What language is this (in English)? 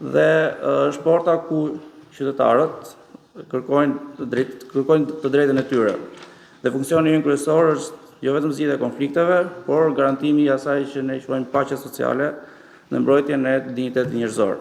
Albanian